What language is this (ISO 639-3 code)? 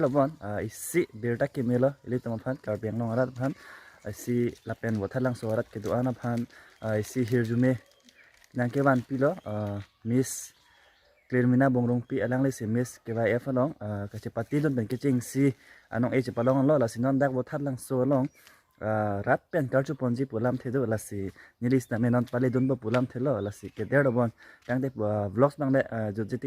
mjw